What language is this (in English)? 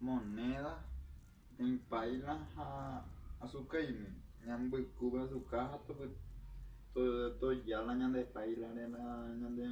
Guarani